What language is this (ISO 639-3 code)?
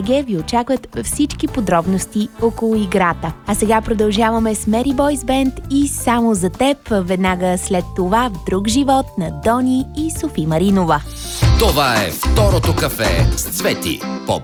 bul